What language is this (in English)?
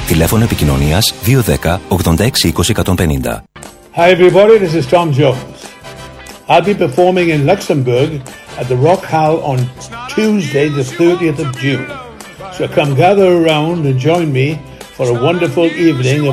Greek